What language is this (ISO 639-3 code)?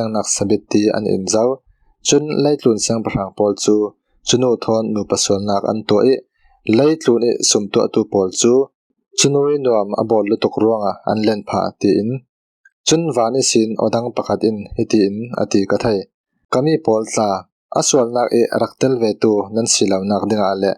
cfm